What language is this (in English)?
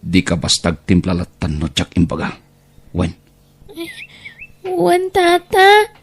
Iloko